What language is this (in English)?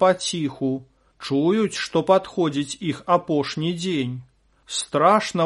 Belarusian